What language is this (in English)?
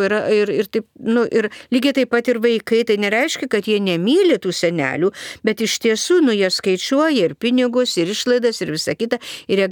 Lithuanian